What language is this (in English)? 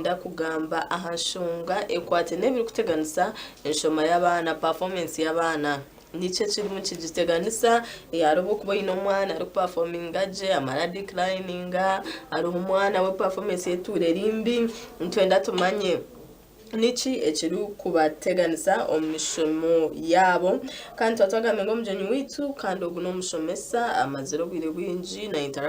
Nyankole